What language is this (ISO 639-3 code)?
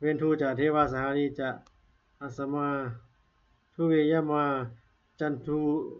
pli